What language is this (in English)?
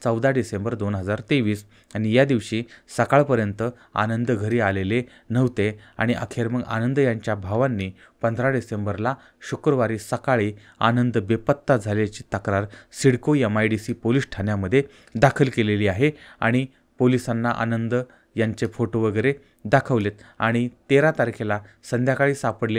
Marathi